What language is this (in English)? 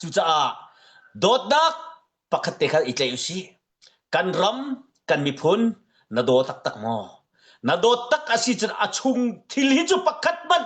Hakha Chin